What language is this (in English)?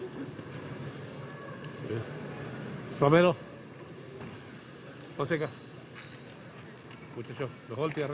Spanish